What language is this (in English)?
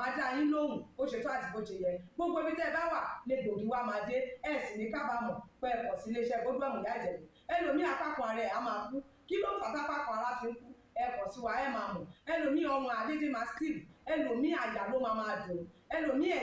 Yoruba